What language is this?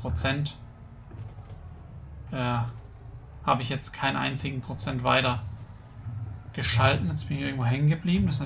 German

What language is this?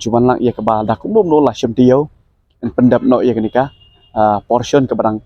Khasi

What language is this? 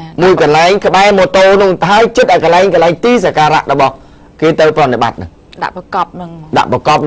Khmer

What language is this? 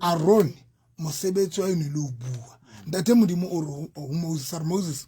Southern Sotho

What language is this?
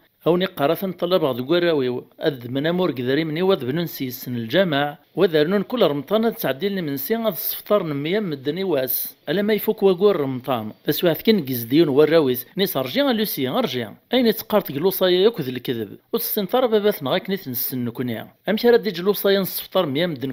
Kabyle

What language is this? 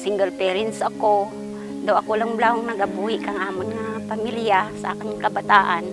Kinaray-a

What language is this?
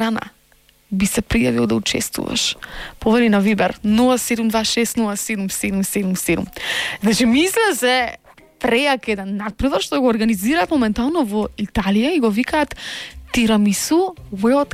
Macedonian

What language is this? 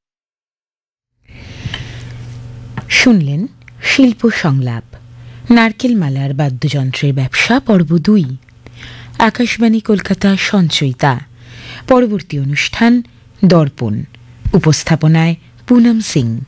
Bangla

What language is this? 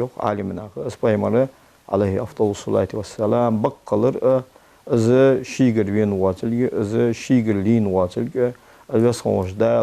Ingush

